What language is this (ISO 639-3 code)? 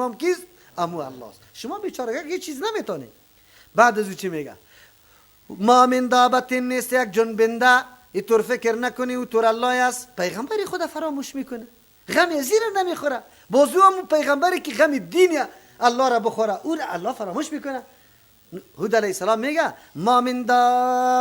fas